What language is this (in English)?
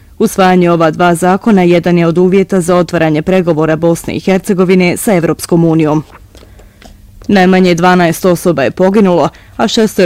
Bosnian